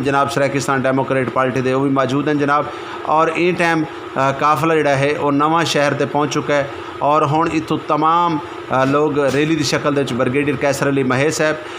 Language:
Saraiki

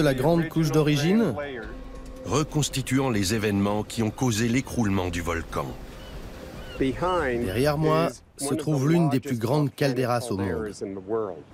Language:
French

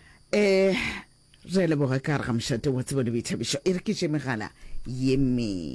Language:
Northern Sotho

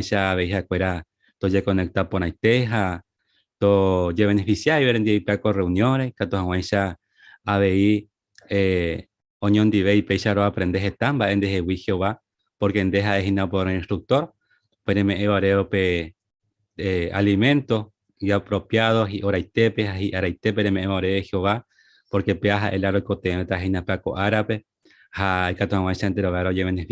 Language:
Guarani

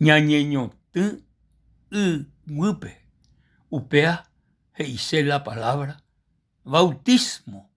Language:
Guarani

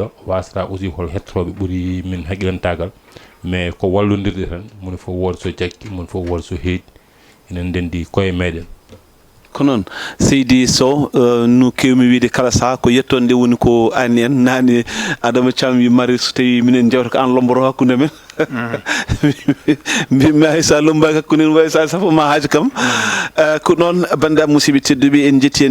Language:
Fula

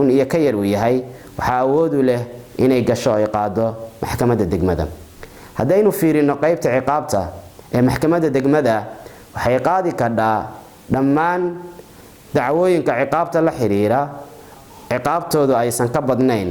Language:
Somali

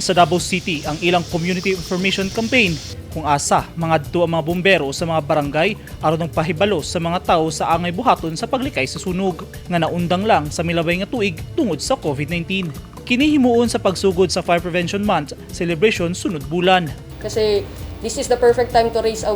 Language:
Cebuano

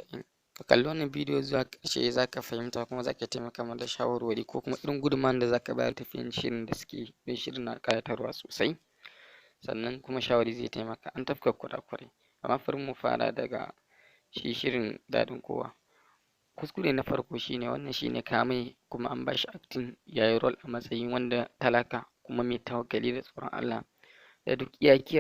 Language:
Hausa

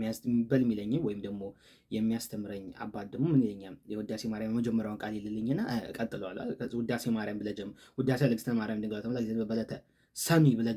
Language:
Amharic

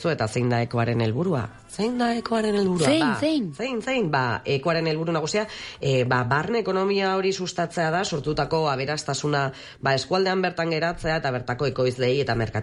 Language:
Basque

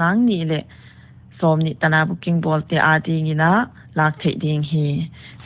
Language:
Paite Chin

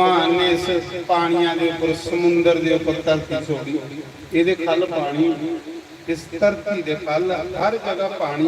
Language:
Dogri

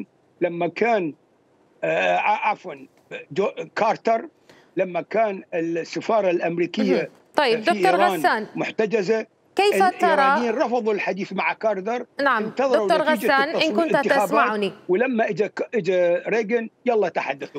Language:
Mesopotamian Arabic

